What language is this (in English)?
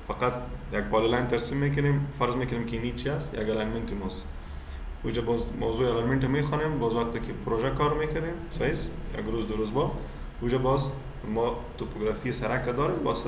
Persian